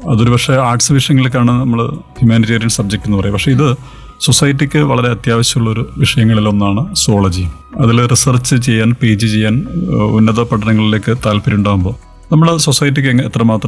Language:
Malayalam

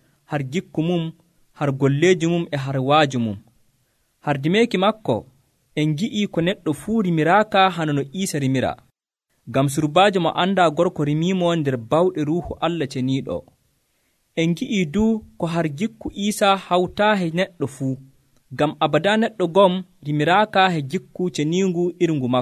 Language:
Nigerian Fulfulde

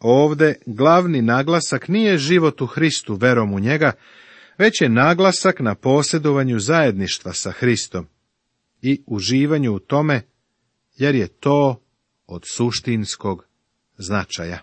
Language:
Serbian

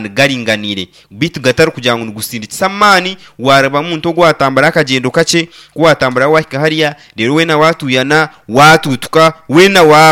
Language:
Nyankole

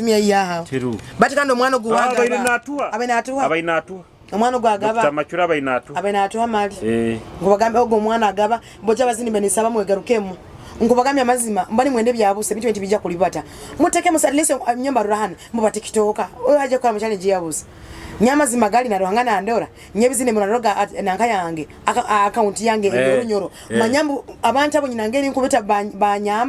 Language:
Nyoro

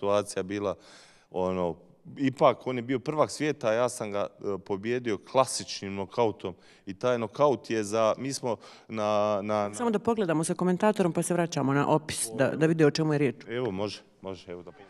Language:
Bosnian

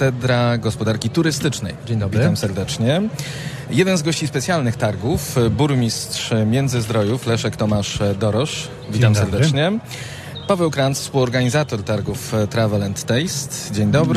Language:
Polish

